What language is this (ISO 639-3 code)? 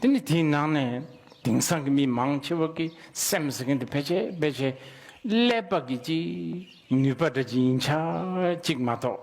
bod